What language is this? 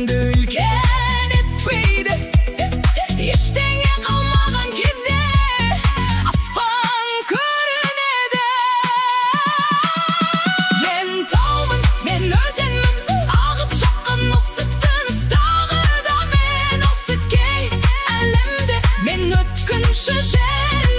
Kazakh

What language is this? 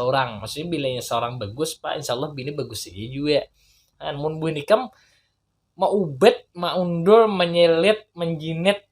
Banjar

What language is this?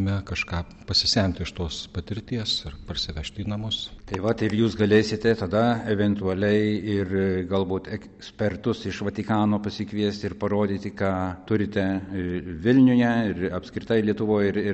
Lithuanian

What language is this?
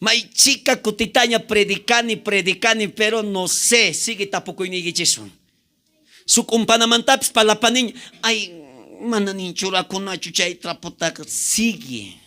South Bolivian Quechua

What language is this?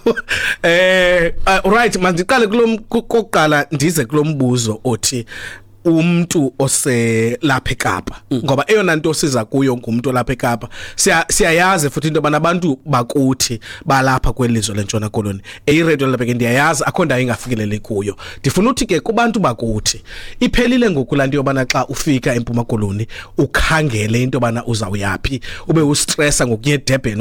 Xhosa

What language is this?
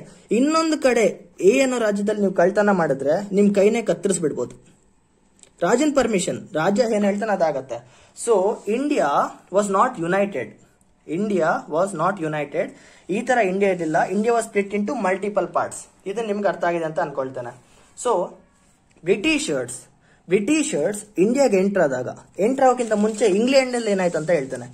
Kannada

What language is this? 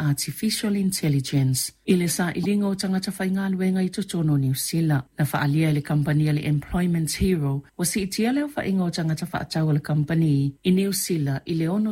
Samoan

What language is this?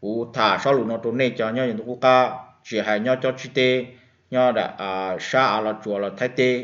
Hmong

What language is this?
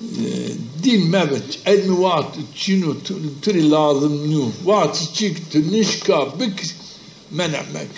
Zaza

